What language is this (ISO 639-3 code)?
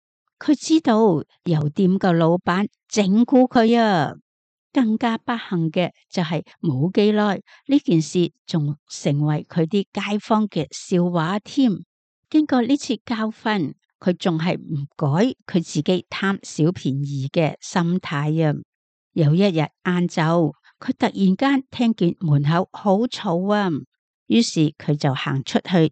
yue